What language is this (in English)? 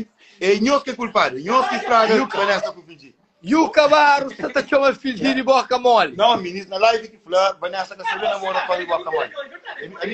Kabuverdianu